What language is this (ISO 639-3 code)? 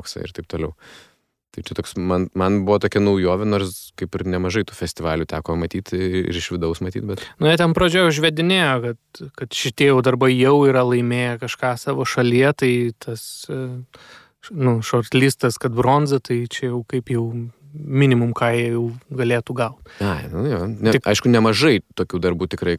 lit